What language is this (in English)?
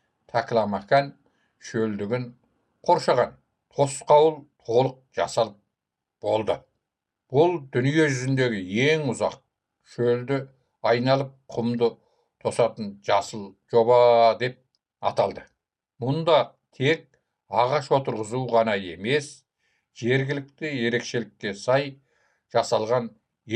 Kazakh